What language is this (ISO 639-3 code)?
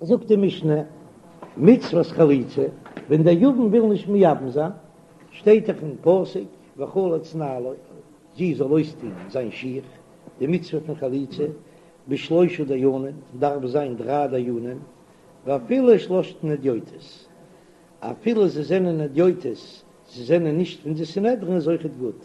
yid